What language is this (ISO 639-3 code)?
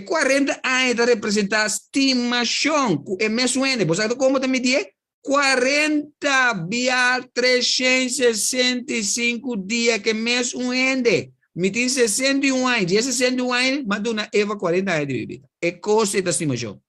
pap